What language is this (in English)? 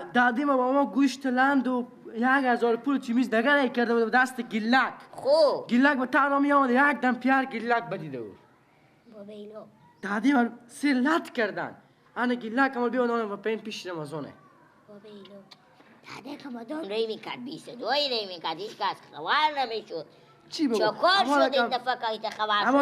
Persian